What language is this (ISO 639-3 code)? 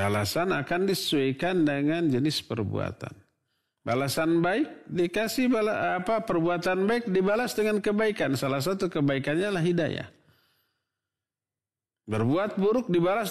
ind